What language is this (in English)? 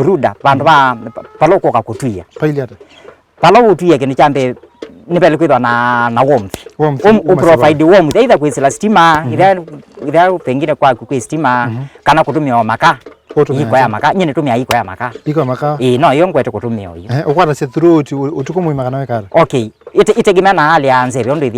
Kamba